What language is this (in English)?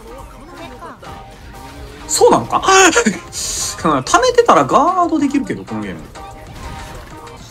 Japanese